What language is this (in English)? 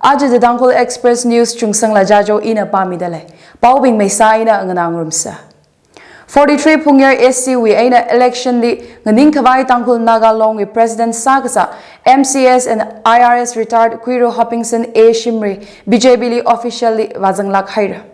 Tangkhul Naga (India)